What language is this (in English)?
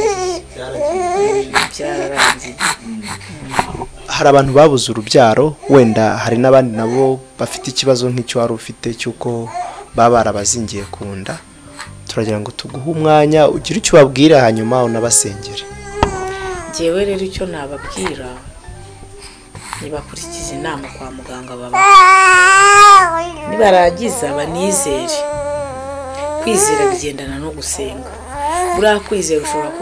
Kinyarwanda